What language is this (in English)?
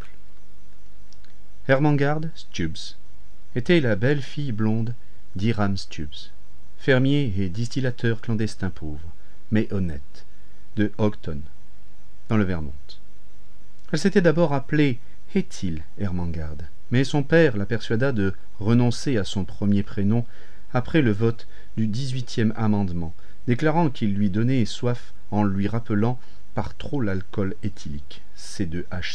French